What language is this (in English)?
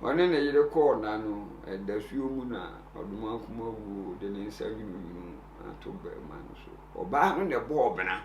Akan